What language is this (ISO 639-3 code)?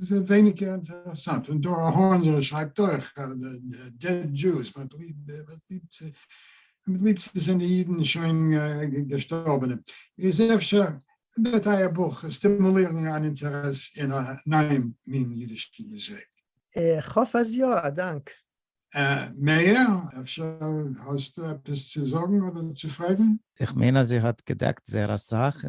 yid